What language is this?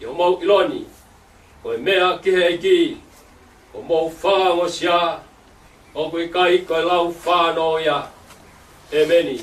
Tongan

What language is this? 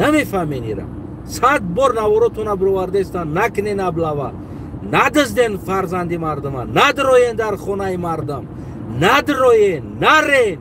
Tajik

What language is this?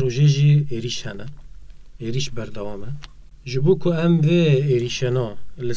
Kurdish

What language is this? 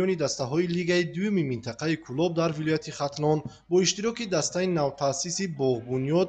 Tajik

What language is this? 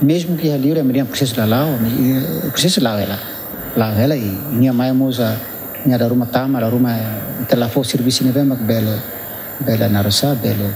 Tetum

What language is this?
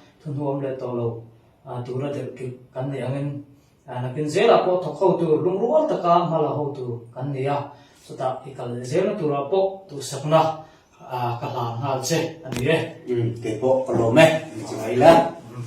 Falam Chin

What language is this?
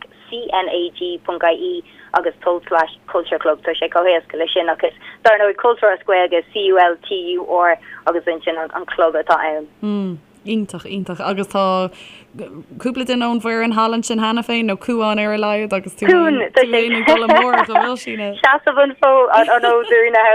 Irish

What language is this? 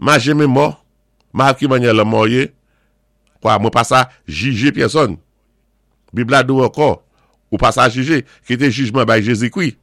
Saint Lucian Creole French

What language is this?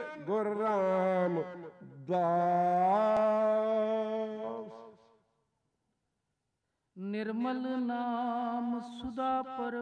Punjabi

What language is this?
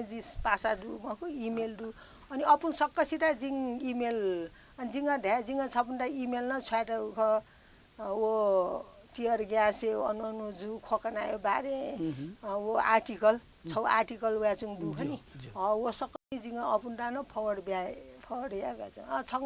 Newari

